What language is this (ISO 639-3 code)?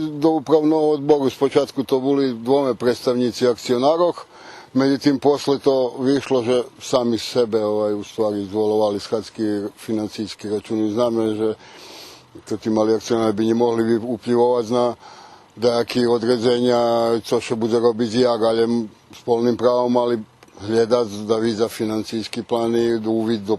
rue